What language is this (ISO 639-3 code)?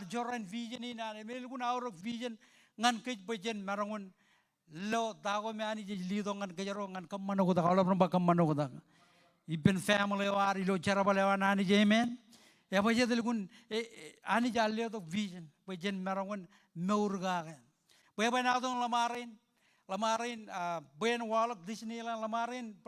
mah